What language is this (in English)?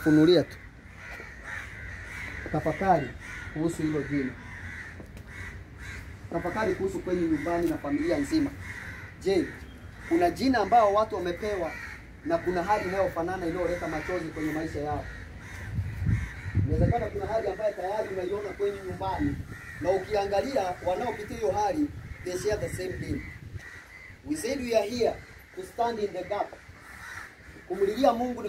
Swahili